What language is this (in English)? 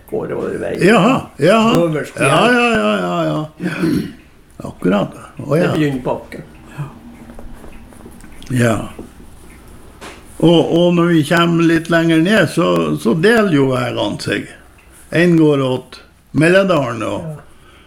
Norwegian